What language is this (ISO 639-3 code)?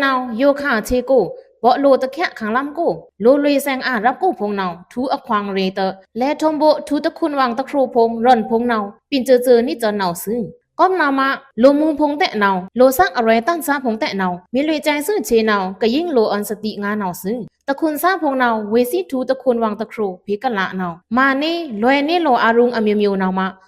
blk